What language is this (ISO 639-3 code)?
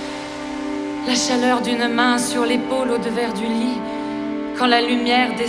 fra